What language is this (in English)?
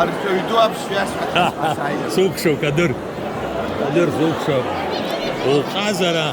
Abkhazian